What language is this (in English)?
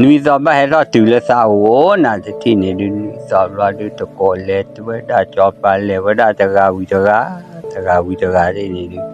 S'gaw Karen